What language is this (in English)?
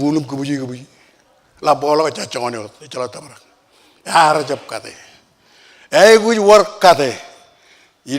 Marshallese